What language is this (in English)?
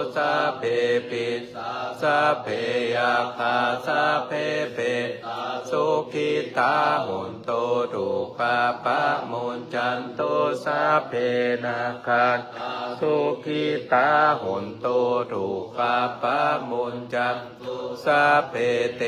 Pali